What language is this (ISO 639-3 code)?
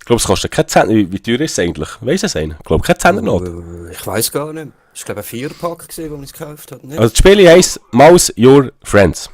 gsw